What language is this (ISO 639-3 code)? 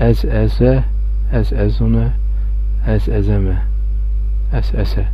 zza